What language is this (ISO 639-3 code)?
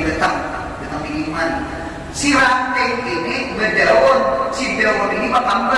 bjn